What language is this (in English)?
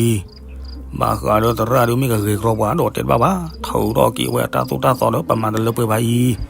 S'gaw Karen